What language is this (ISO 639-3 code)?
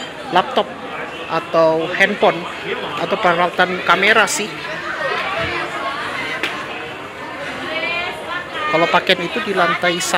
ind